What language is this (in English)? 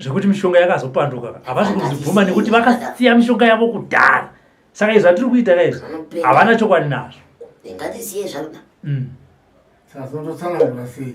Shona